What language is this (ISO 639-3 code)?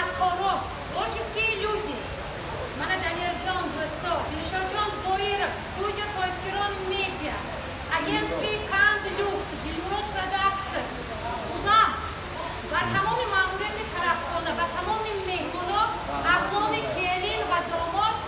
tgk